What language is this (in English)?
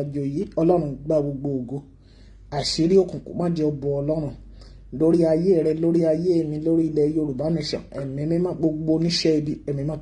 Yoruba